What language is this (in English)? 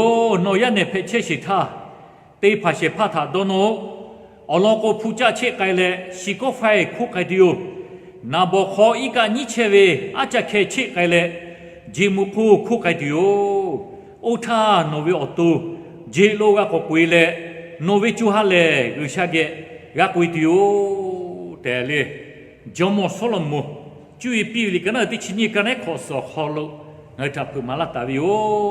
Lahu